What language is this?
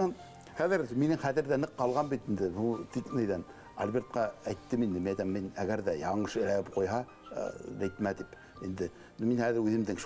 Bashkir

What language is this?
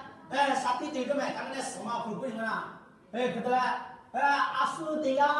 Lahu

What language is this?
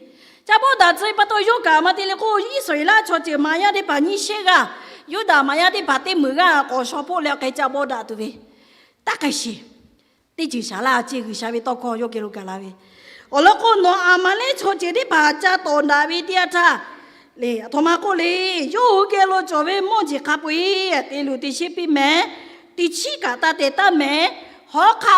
Lahu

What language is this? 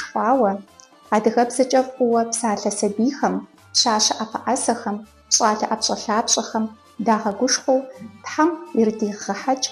Kabardian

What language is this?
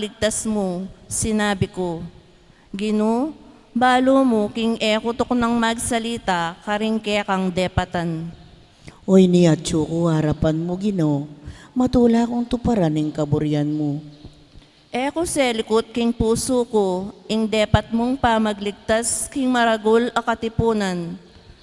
Pampanga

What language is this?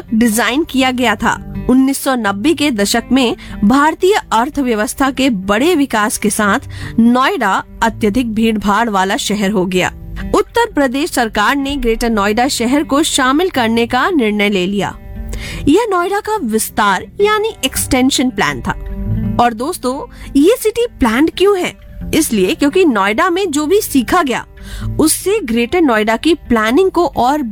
Hindi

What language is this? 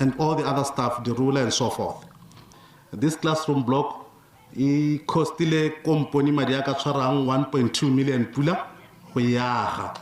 Tswana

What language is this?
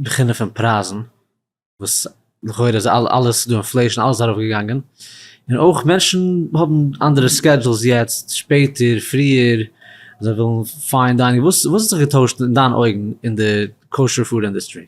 Yiddish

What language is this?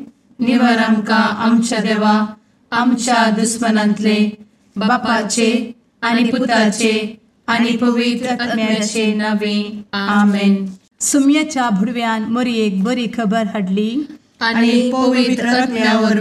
Konkani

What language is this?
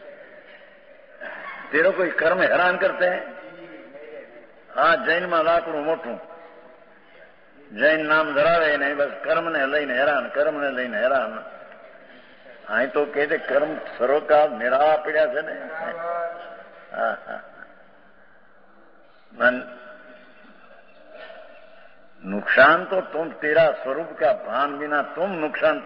Gujarati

